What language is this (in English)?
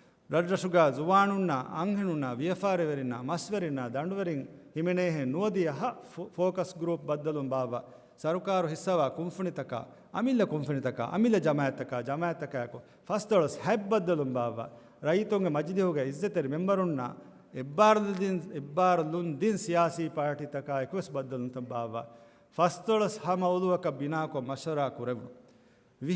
Divehi